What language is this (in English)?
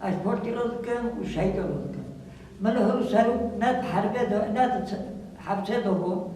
Kurdish